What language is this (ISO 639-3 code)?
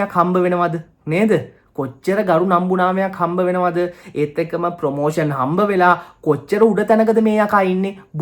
sin